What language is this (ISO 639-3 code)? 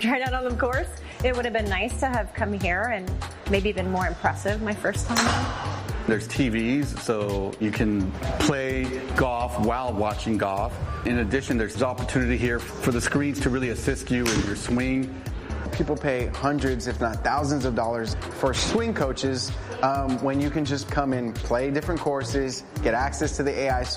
eng